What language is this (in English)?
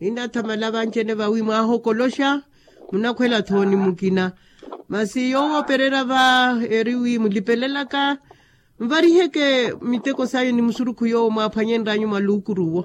Makhuwa